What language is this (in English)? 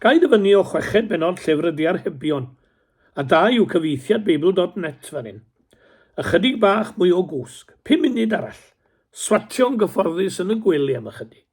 Welsh